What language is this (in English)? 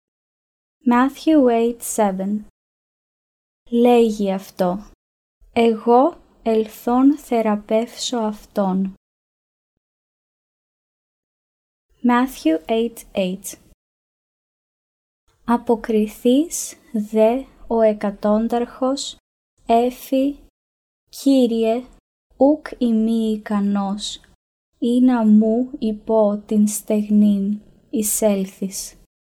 Ancient Greek